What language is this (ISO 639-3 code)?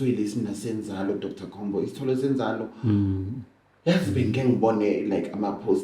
zul